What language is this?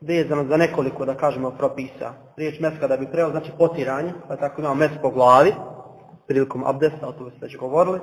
Bosnian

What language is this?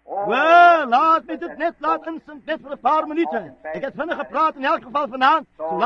Afrikaans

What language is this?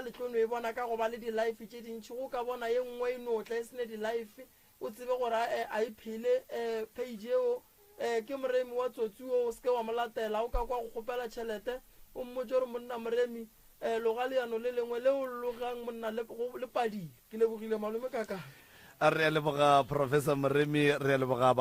Northern Sotho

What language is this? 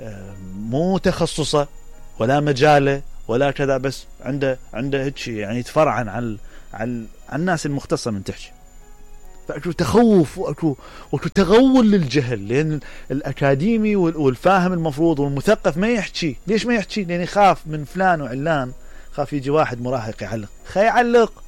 Mesopotamian Arabic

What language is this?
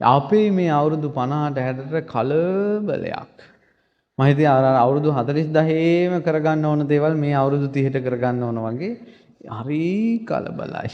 Sinhala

